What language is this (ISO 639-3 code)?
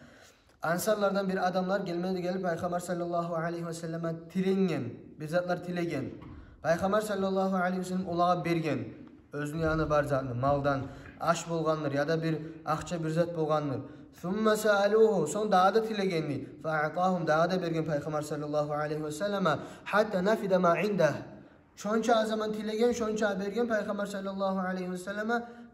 kum